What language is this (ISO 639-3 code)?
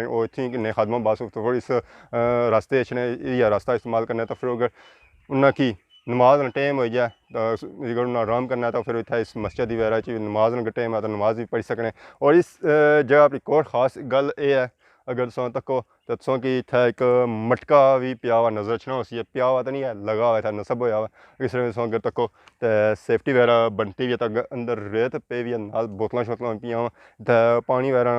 phr